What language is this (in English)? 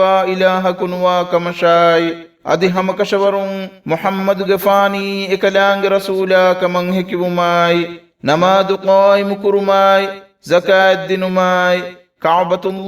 Divehi